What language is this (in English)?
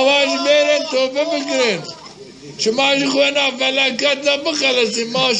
Zaza